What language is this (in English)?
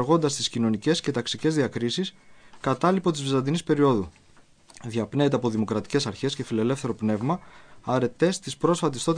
Greek